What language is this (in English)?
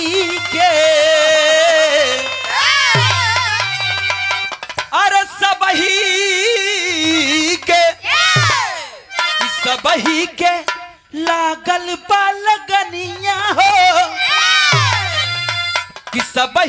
Bhojpuri